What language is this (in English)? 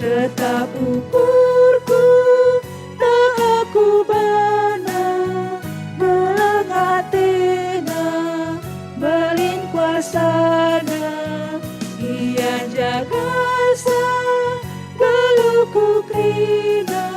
Batak Karo